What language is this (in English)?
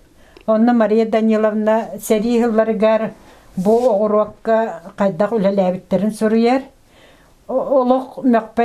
Yakut